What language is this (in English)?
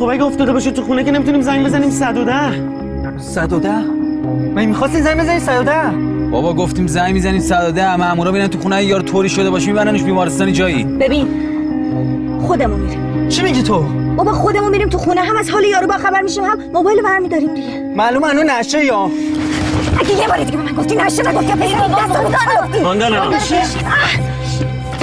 Persian